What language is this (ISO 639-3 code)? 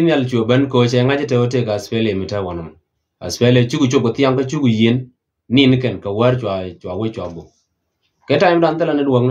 nus